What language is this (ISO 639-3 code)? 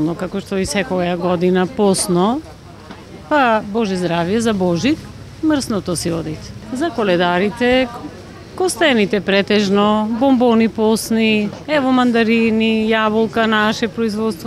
mkd